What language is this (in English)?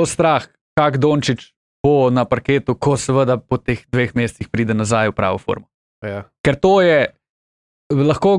Slovenian